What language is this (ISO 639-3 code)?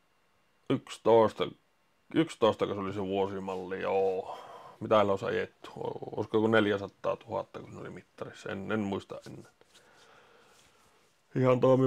fin